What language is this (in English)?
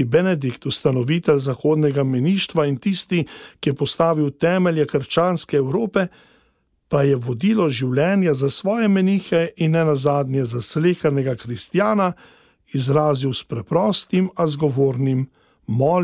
Slovenian